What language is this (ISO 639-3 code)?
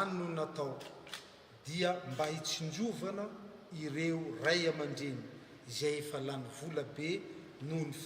mlg